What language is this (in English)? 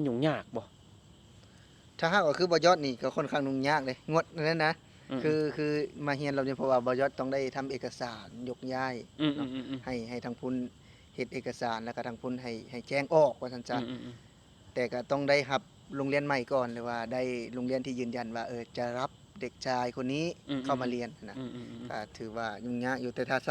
Lao